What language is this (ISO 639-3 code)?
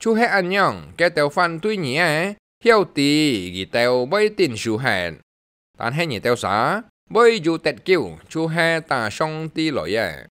hak